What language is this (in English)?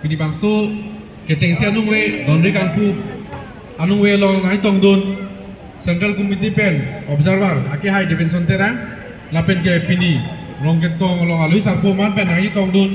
Karbi